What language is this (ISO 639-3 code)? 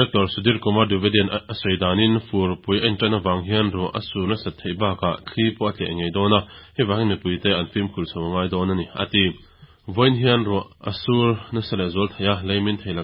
lus